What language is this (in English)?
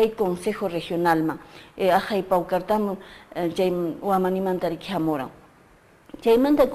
Quechua